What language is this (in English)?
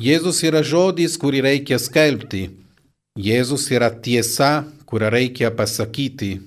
Lithuanian